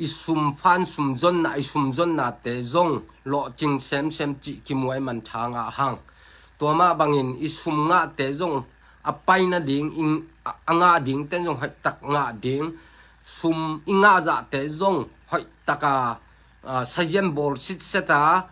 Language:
Tedim Chin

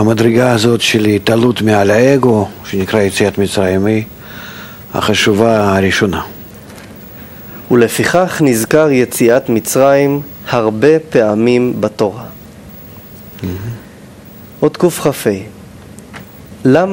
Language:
Hebrew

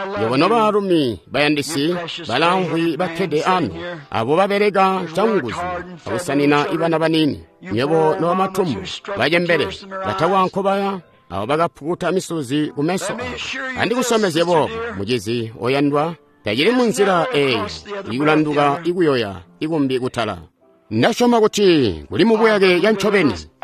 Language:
Tonga (Zambia)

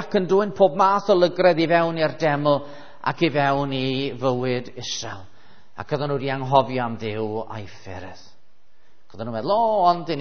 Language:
Welsh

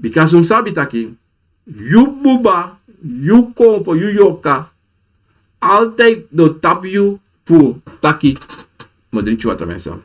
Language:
Sranan Tongo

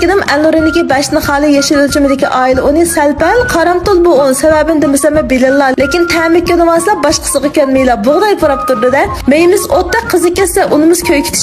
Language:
Uyghur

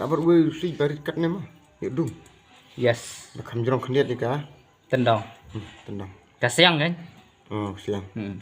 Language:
Khasi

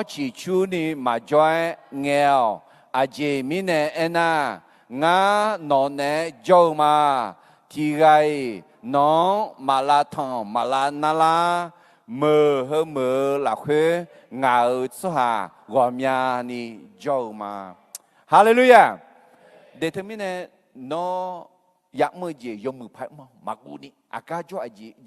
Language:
Akha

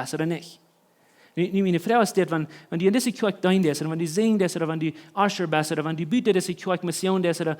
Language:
Plautdietsch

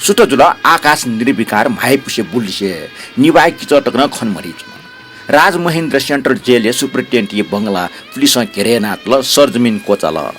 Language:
Newari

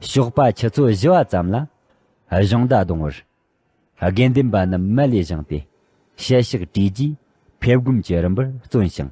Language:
Tibetan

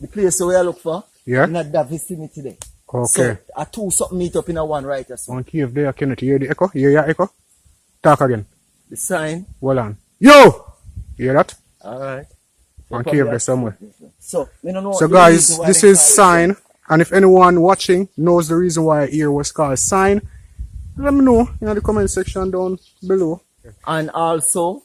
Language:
Jamaican Creole English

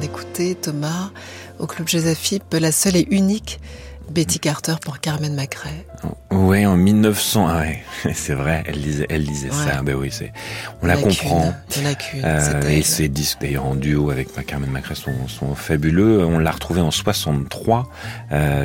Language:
French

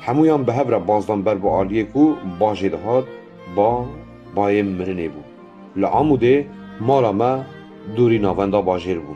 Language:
Kurdish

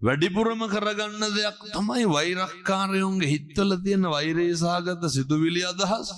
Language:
Sinhala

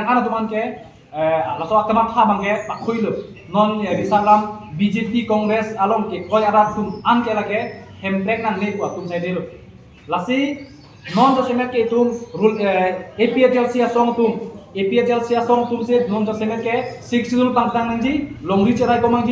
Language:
Karbi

